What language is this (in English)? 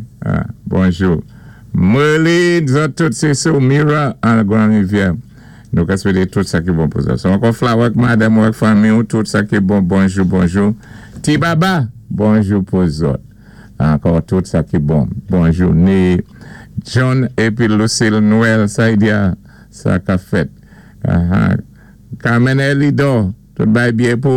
Saint Lucian Creole French